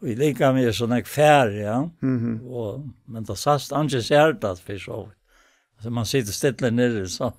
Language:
Faroese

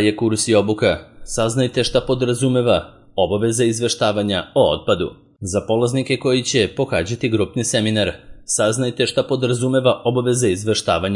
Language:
Serbian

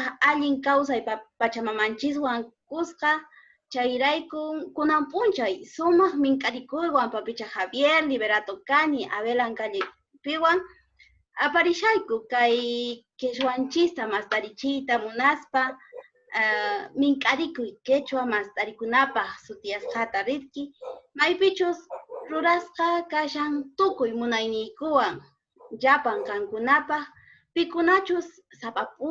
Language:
Quechua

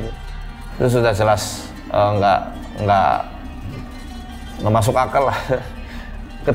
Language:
Indonesian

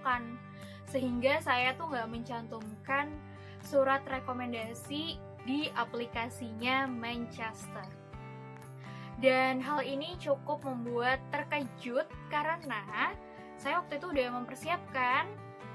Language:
Indonesian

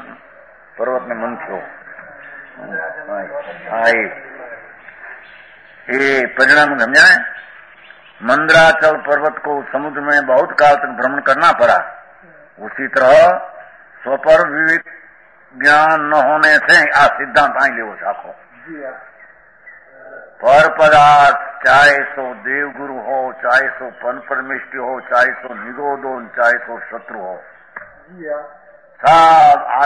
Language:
Gujarati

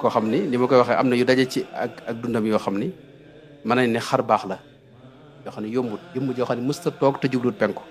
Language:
Wolof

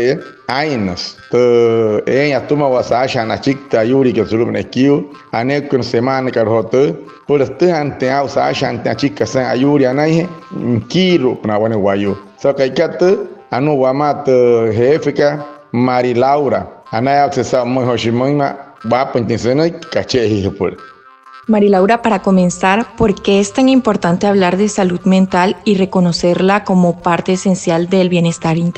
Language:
Wayuu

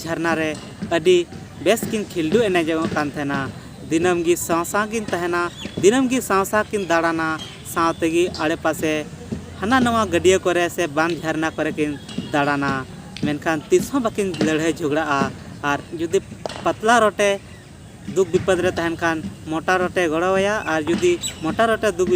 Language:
Santali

